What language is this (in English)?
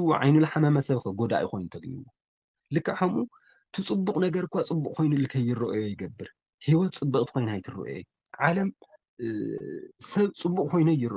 Tigrinya